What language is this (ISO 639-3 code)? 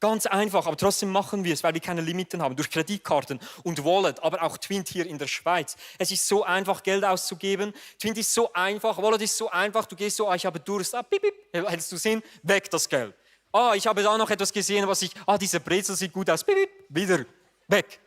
gsw